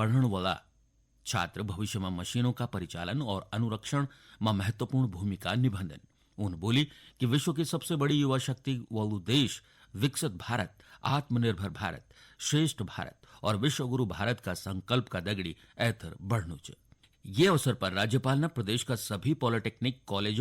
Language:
Garhwali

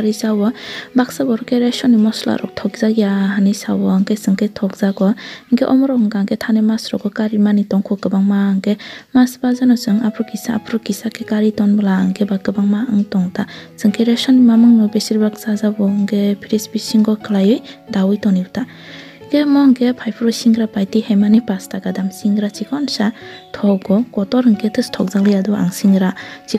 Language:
Kok Borok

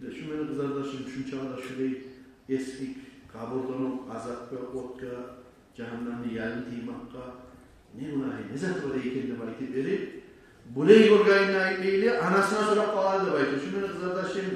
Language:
Kumyk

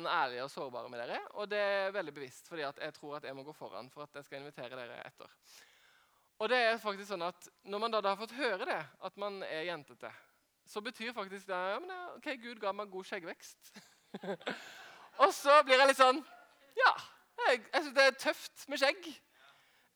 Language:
Norwegian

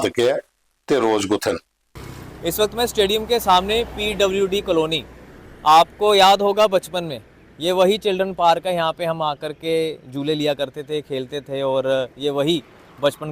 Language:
Dogri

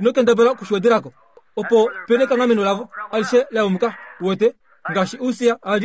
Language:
Kuanyama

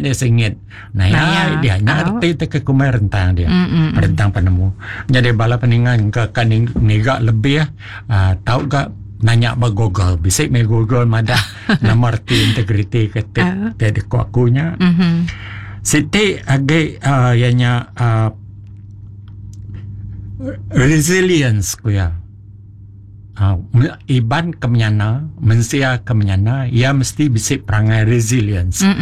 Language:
Iban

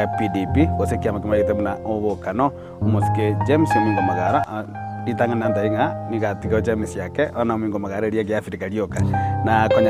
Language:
Gusii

